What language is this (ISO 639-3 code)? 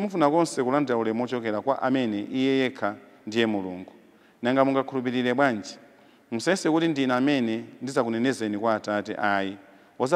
nya